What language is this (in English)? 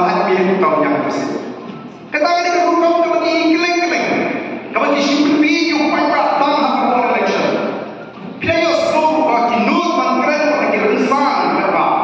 Khasi